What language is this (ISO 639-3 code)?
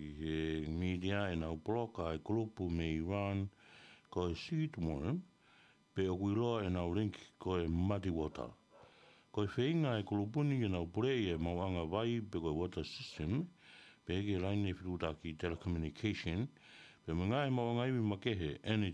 ton